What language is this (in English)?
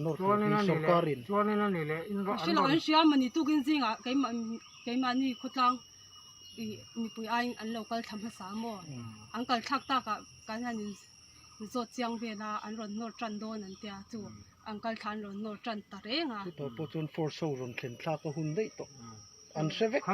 Mizo